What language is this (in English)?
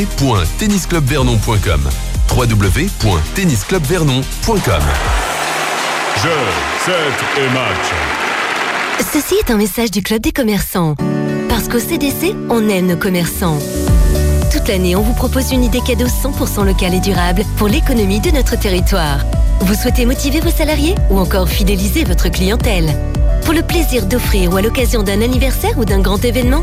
French